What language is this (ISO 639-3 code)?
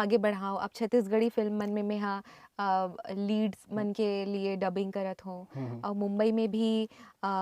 hne